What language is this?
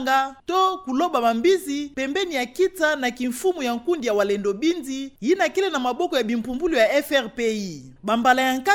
Kituba (Democratic Republic of Congo)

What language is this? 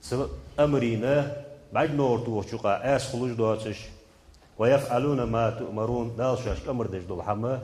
Ingush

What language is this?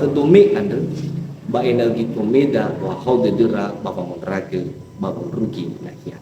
Nias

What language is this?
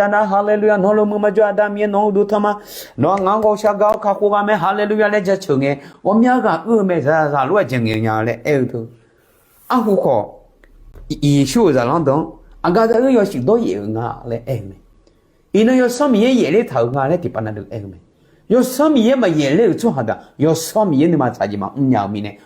Akha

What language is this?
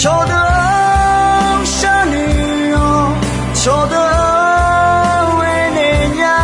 Akha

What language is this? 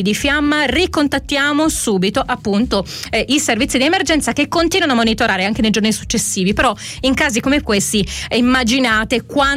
Italian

